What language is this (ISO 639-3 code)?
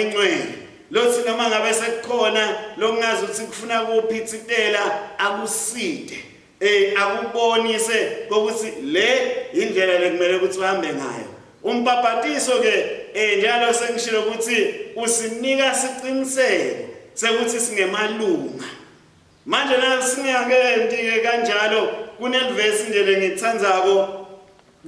ssw